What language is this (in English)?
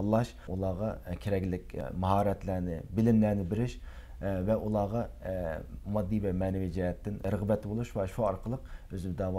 Uyghur